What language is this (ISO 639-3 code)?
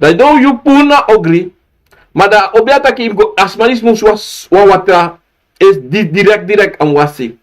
srn